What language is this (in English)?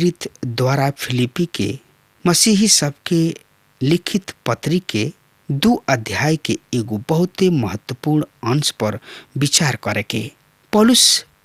Bhojpuri